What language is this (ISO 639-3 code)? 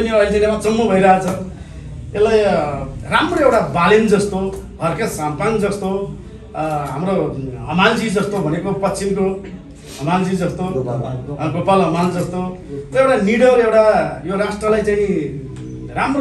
nep